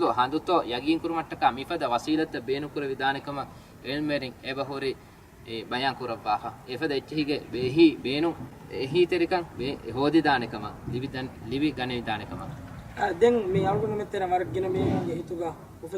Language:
Divehi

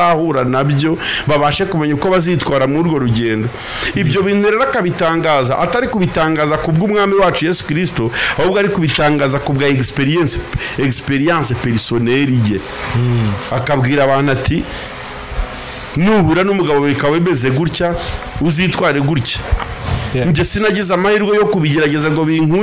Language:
Kinyarwanda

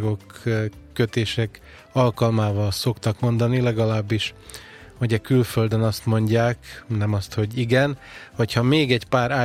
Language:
Hungarian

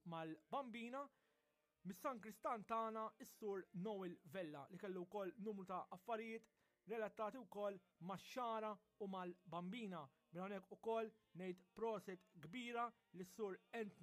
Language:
Maltese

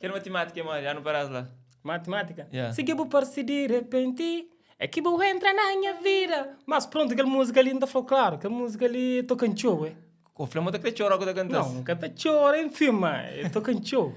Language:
Kabuverdianu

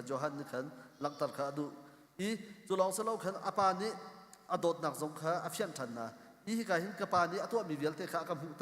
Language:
Hakha Chin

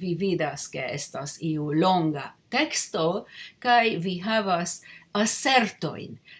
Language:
Esperanto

